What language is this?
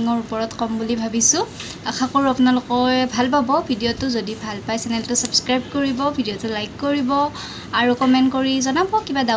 Assamese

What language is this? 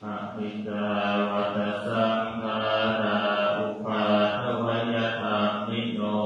Pali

